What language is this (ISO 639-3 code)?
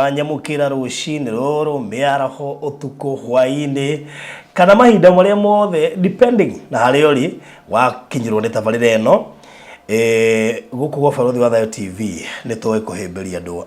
kik